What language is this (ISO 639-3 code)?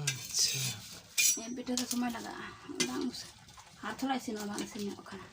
sat